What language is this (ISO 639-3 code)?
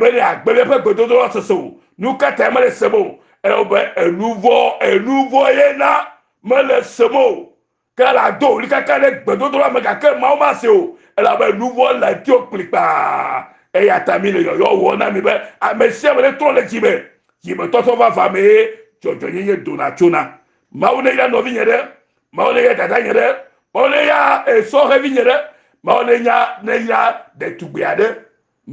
ewe